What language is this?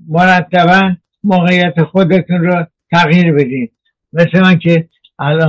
Persian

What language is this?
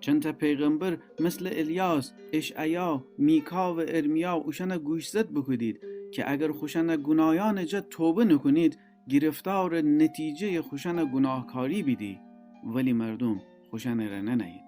Gilaki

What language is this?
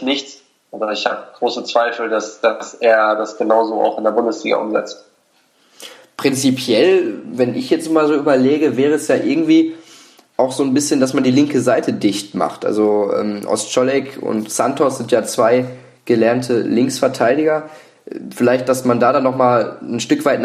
German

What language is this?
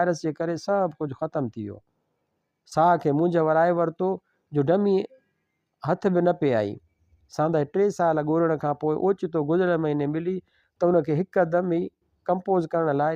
Sindhi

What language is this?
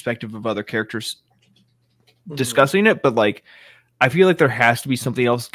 English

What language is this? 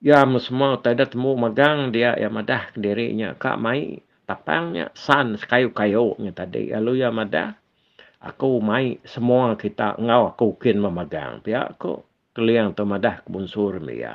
Iban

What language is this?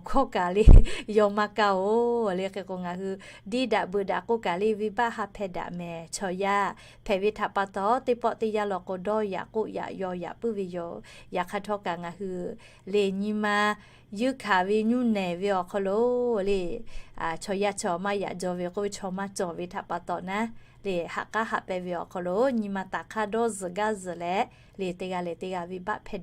Lahu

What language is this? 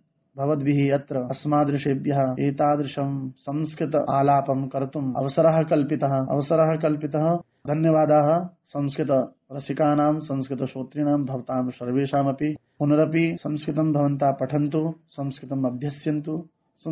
Sanskrit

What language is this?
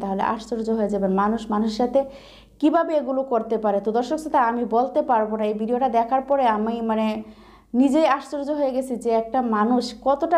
Bangla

